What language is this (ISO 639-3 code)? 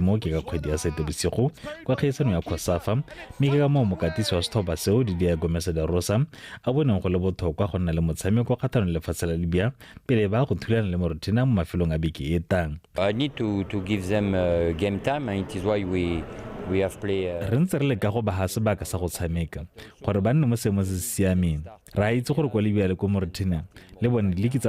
tsn